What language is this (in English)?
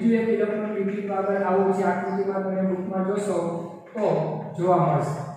Gujarati